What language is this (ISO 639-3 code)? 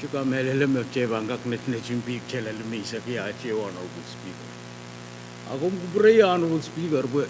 pon